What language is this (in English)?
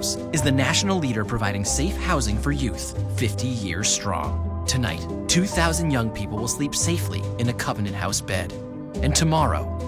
English